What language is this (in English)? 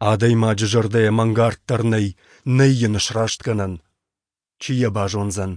Ossetic